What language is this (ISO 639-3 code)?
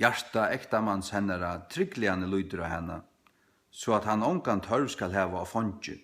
fao